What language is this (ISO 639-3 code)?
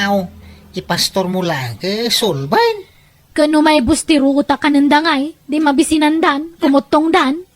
ilo